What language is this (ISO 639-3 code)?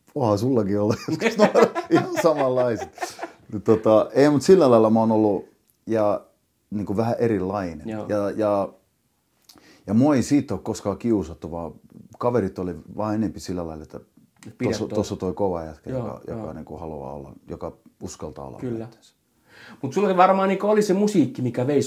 fin